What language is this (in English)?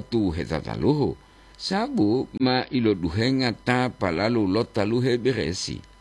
Gorontalo